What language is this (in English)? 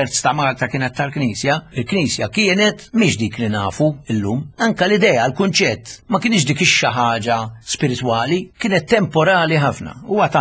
Maltese